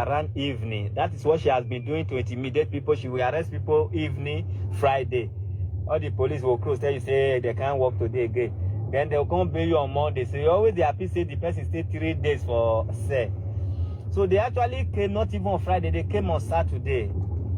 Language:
Nigerian Pidgin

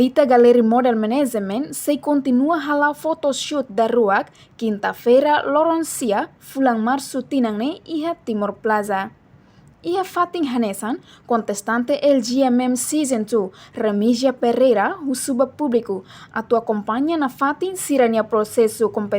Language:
Tetum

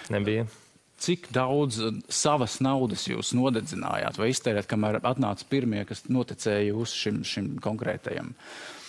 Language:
Latvian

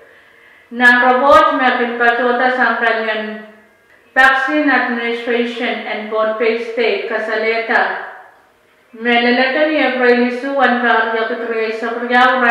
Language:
Pohnpeian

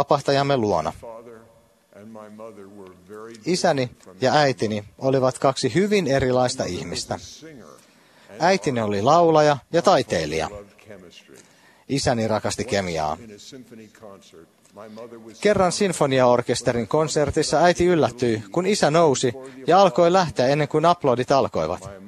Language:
Finnish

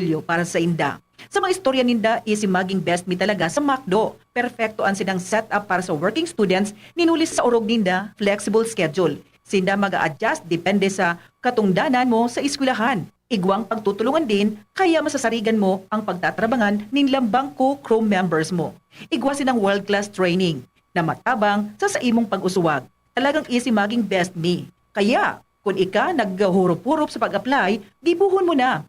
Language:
Bikol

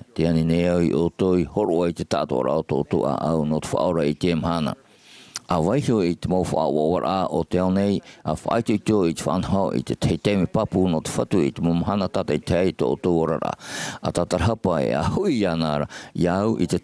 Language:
Tahitian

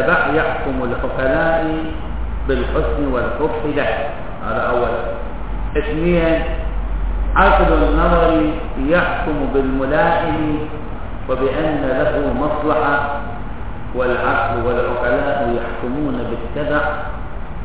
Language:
Arabic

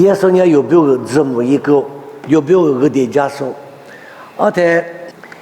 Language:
Lisu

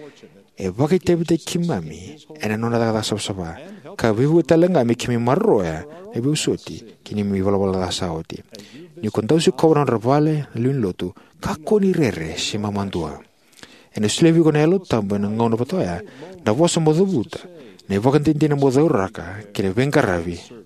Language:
Fijian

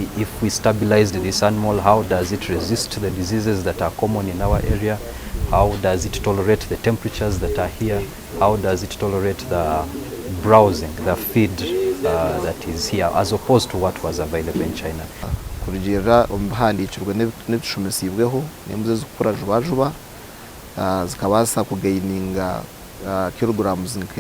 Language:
Nyankole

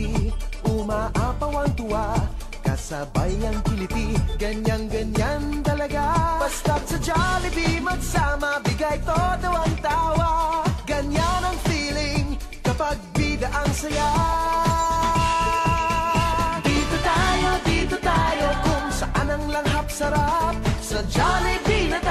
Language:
Filipino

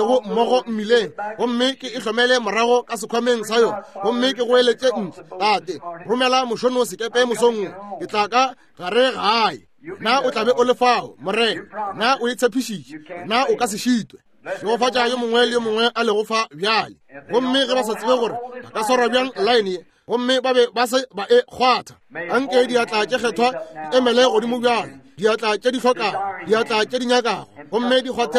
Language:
Northern Sotho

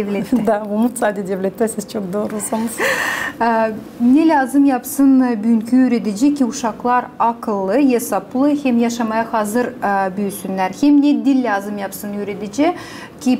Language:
Gagauz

